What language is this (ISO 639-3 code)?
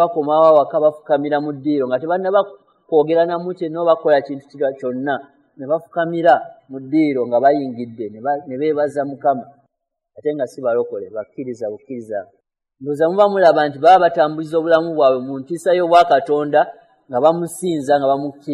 lug